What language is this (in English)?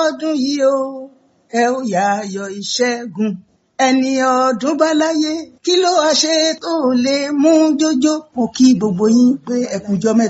Yoruba